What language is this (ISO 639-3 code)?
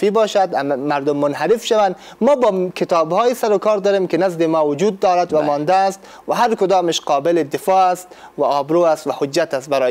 fas